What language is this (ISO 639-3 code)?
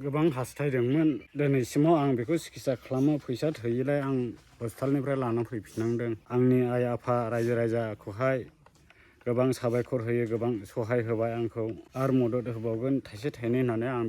brx